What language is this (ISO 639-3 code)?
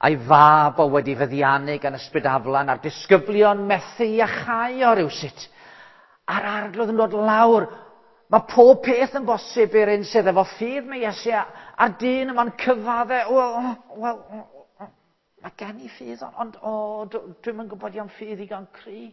cym